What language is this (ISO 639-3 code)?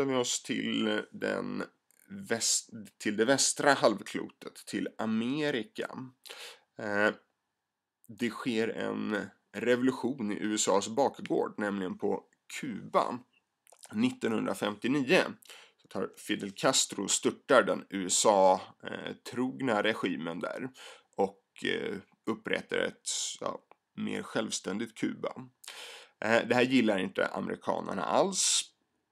swe